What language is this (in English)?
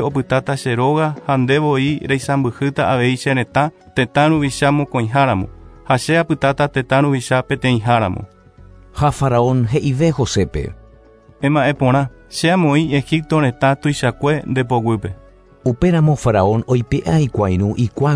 Guarani